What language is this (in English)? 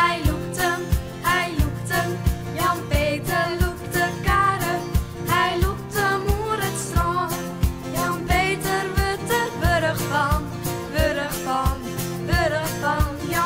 Western Frisian